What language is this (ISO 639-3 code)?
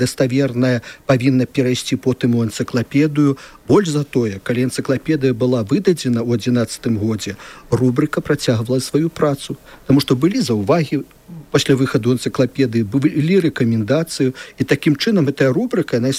bel